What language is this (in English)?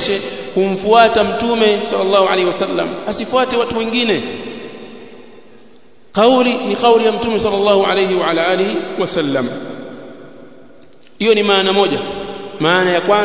Swahili